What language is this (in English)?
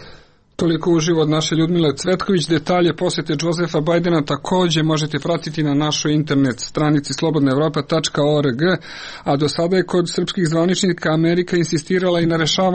Serbian